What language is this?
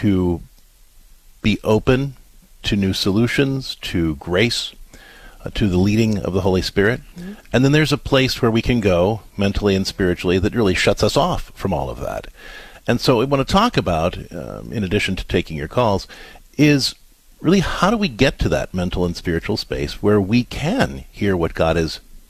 English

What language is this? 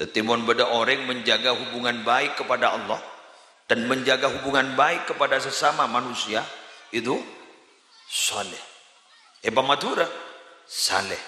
Madurese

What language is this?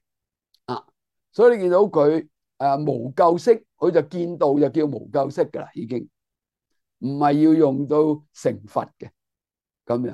Cantonese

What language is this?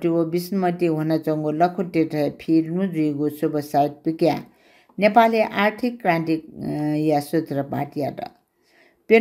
Newari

